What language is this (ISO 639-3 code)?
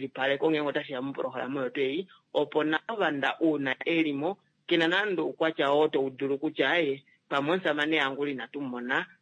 kua